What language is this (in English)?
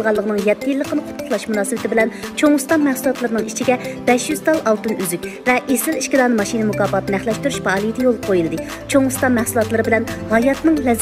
Uyghur